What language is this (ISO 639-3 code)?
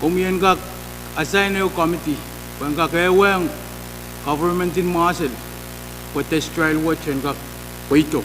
pon